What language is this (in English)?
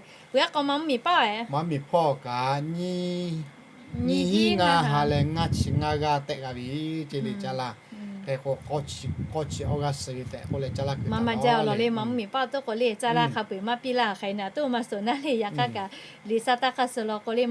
Lahu